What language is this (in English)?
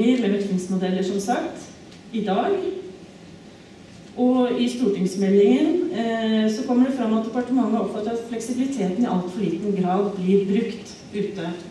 Norwegian